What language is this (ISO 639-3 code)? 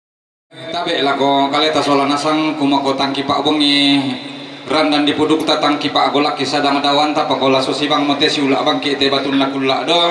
sda